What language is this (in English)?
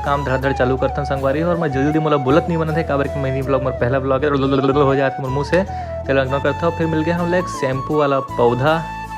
Chhattisgarhi